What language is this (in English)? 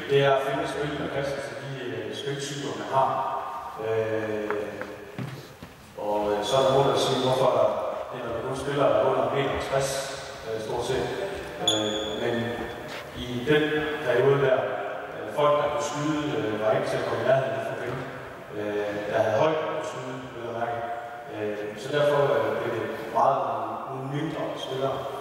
Danish